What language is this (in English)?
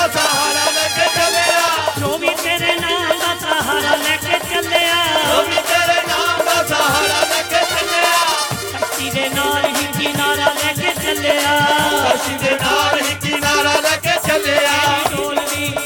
Hindi